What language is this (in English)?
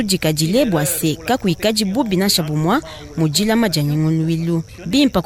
Luba-Lulua